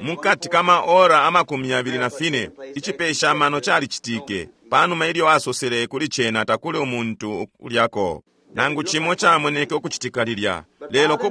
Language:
Bemba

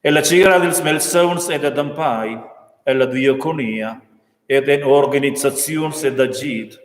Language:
Romansh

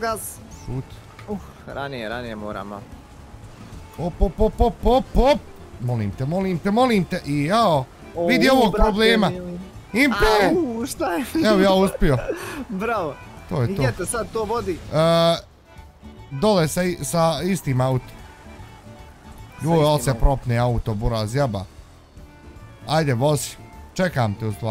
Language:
Bosnian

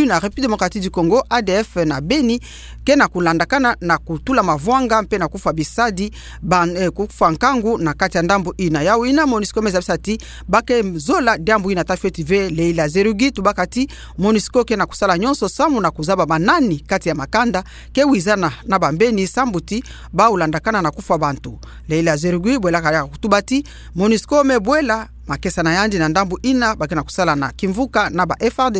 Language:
Kituba (Democratic Republic of Congo)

